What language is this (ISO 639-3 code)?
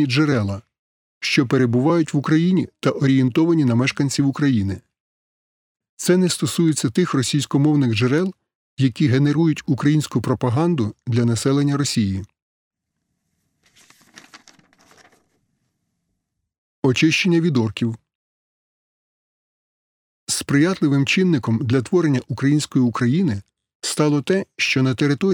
ukr